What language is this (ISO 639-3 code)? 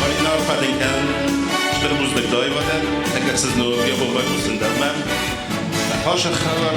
oss